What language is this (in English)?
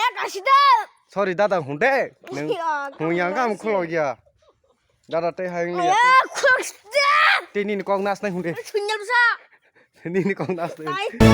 Kok Borok